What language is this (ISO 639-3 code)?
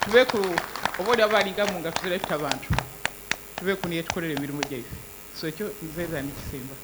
xog